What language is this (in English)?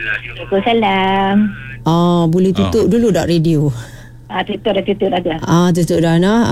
Malay